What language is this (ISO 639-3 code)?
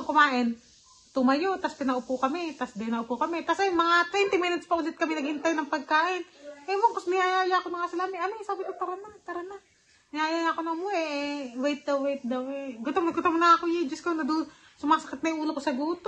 fil